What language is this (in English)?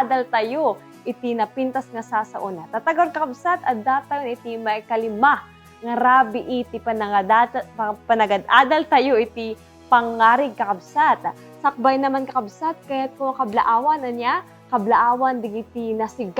Iloko